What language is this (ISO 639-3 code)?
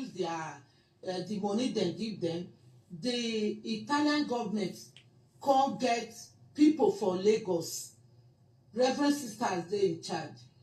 pcm